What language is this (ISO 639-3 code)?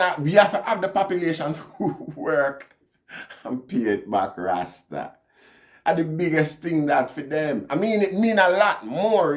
jam